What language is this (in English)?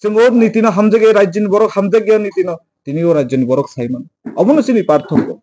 Kok Borok